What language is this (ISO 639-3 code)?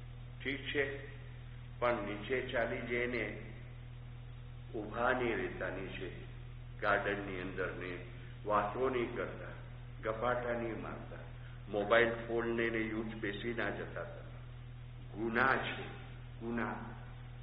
guj